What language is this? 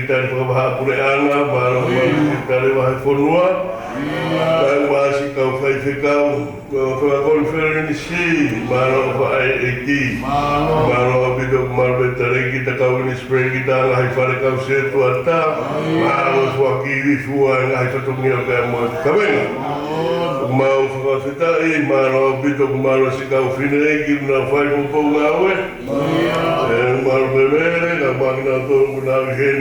Tongan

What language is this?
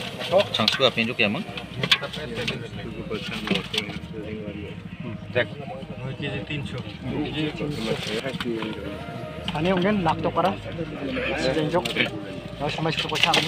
Garo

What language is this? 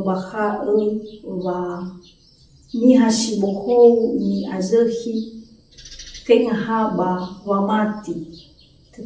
Nias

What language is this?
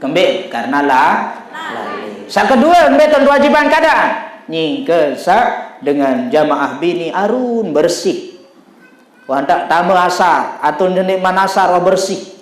Sasak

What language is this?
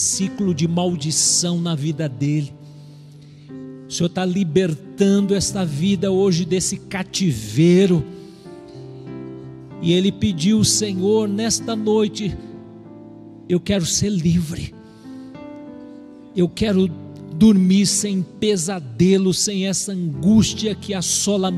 Portuguese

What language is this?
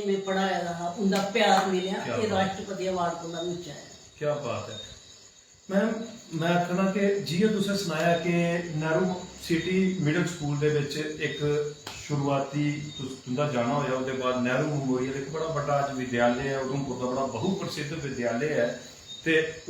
Dogri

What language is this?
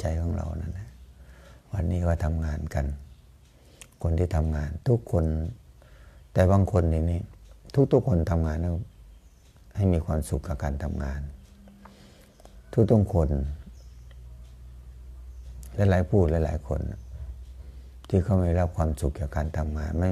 Thai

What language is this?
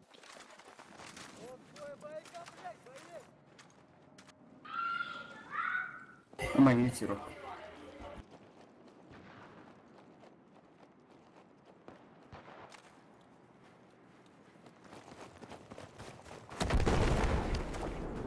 Estonian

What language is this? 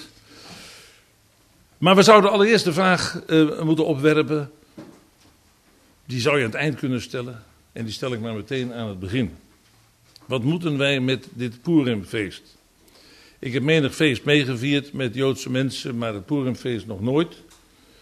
Dutch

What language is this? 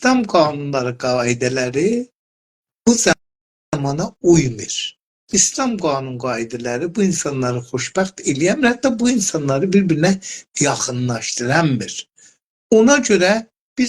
South Azerbaijani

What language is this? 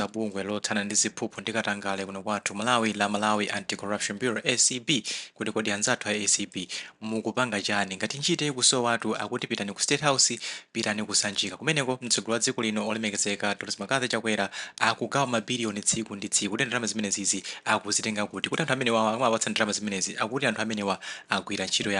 Nyanja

